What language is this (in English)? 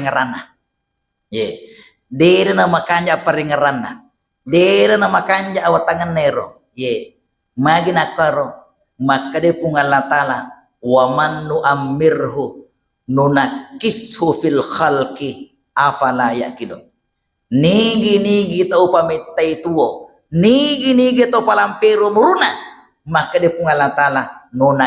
Buginese